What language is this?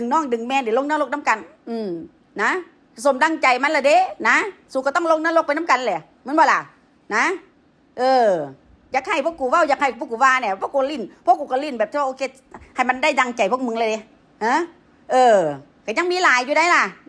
Northeastern Thai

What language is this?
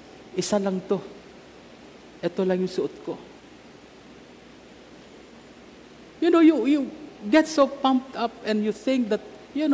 Filipino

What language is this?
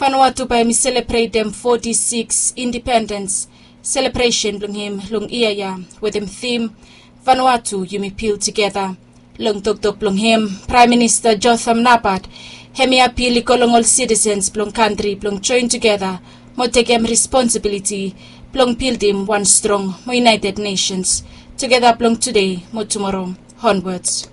Bislama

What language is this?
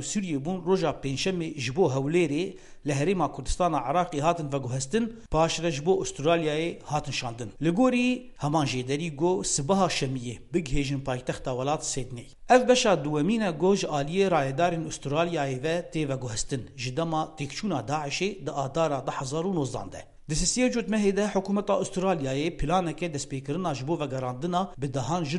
Kurdish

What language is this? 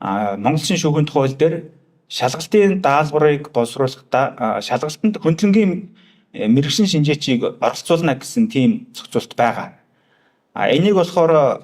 Mongolian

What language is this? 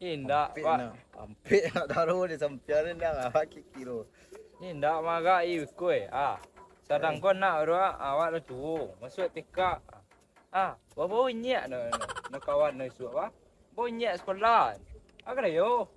Minangkabau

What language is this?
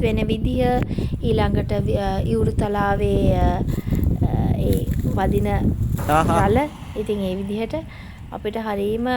Sinhala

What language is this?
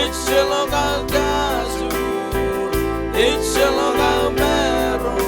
Marshallese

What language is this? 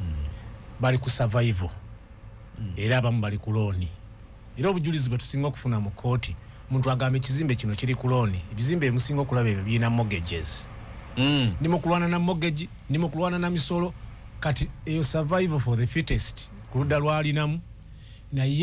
Ganda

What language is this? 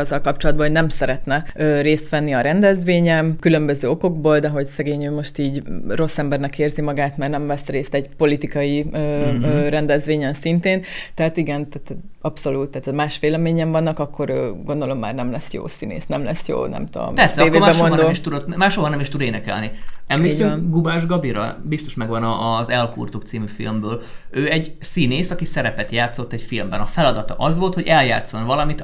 Hungarian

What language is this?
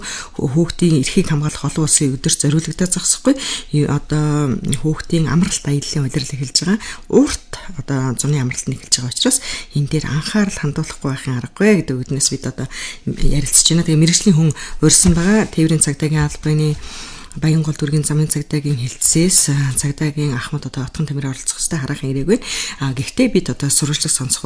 Mongolian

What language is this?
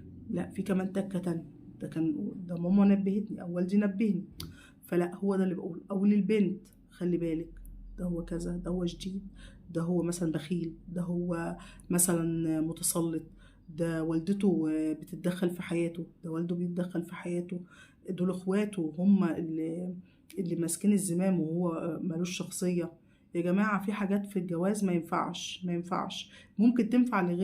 Egyptian Arabic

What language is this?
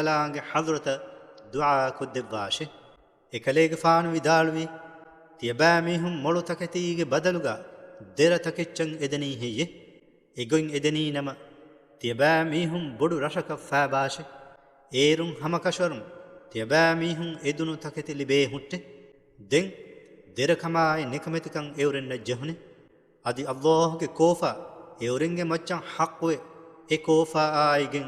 Divehi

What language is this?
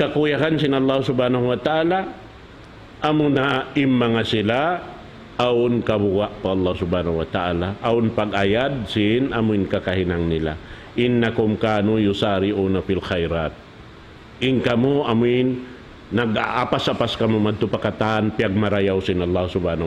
Tausug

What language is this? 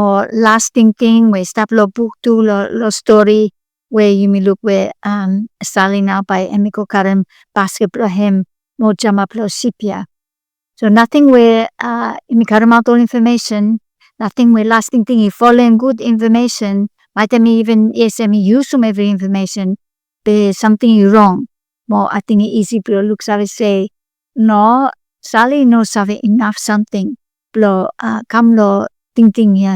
Bislama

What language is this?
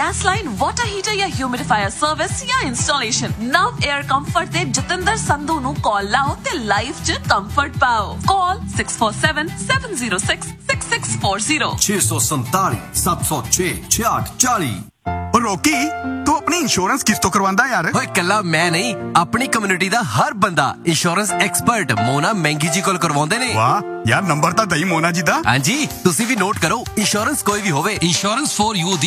Punjabi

